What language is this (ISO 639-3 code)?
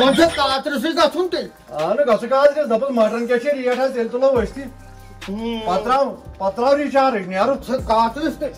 kas